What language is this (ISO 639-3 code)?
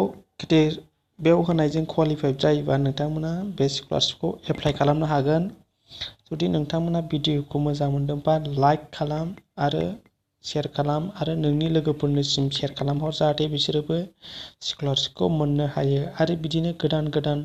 brx